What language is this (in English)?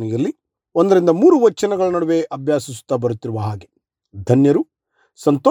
Kannada